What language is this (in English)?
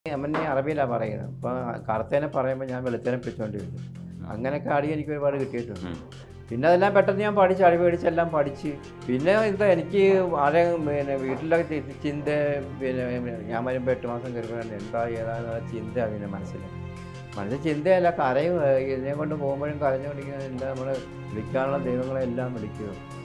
Malayalam